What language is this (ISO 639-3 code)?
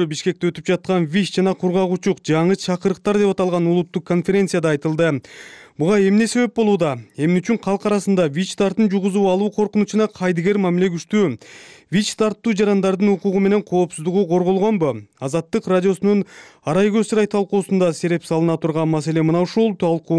kir